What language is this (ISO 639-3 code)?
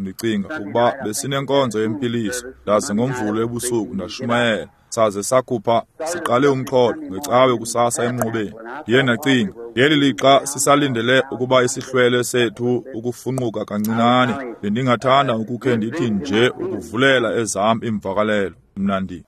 xho